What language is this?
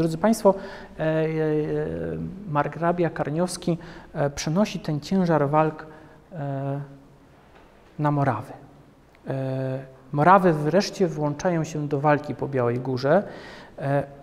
Polish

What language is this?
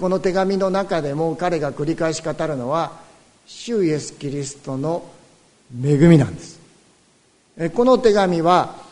Japanese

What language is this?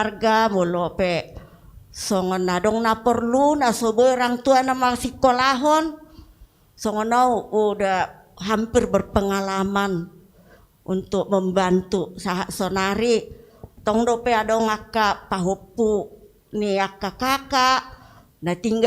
Batak Toba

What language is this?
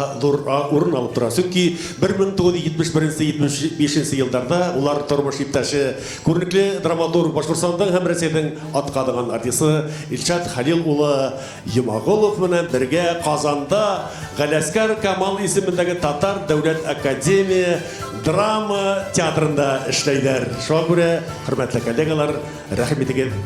Bashkir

